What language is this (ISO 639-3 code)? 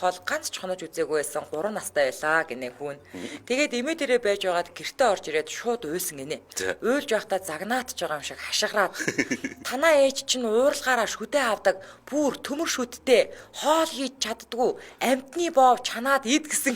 mon